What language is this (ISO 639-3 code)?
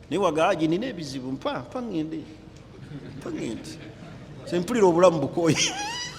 lug